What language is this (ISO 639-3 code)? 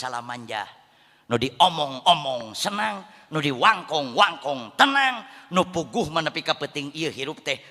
sun